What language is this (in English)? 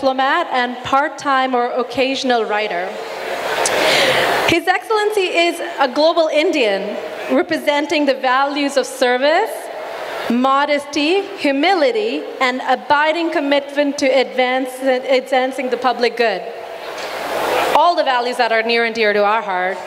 English